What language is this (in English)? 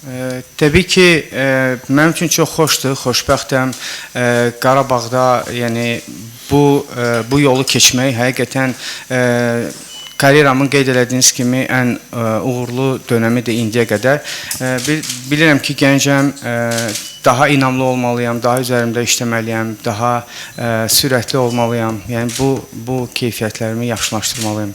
Azerbaijani